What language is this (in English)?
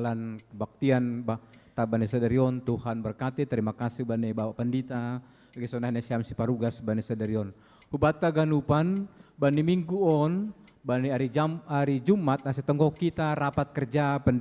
Batak Simalungun